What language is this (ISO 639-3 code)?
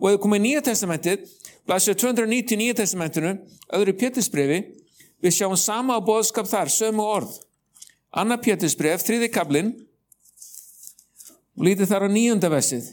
isl